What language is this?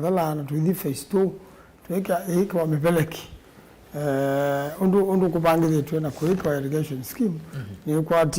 Kamba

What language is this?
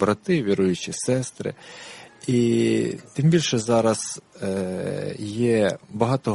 Ukrainian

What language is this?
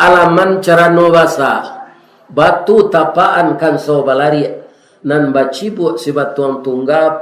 Minangkabau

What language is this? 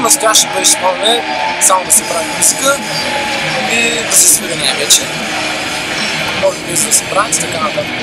Bulgarian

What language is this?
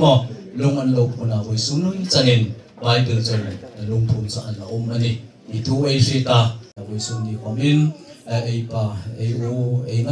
Hmar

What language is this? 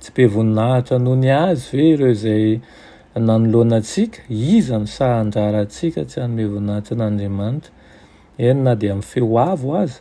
Malagasy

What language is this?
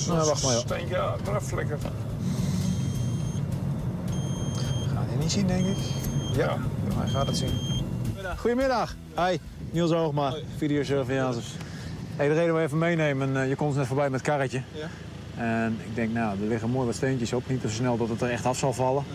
Dutch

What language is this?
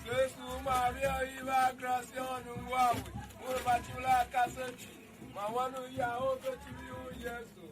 Tiv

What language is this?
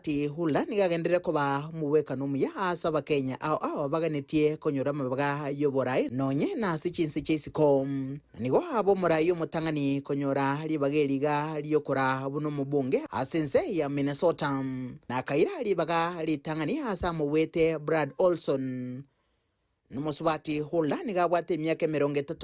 Gusii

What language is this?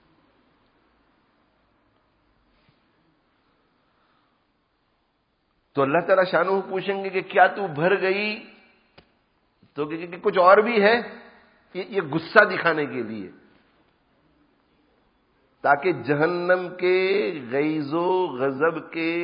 Urdu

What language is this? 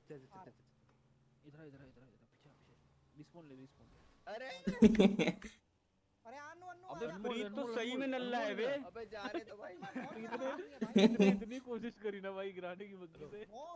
Hindi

